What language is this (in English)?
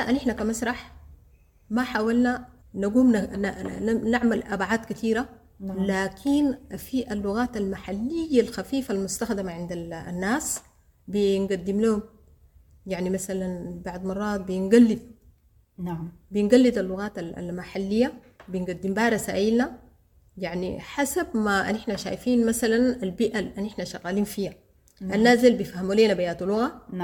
Sudanese Arabic